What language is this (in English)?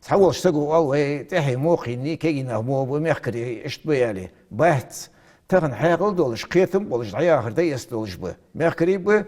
Ingush